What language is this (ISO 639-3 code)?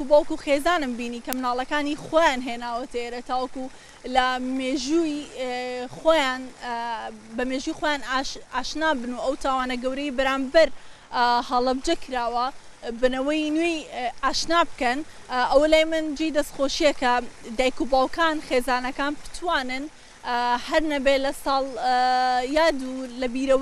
ckb